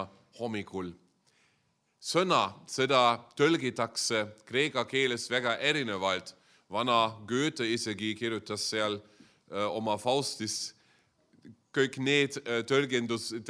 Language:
Estonian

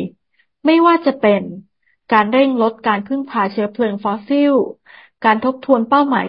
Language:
Thai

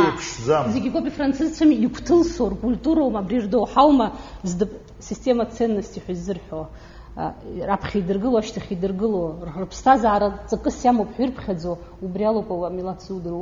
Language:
Abkhazian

